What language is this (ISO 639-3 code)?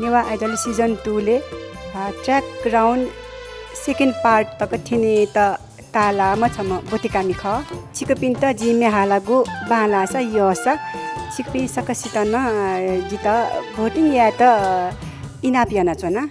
new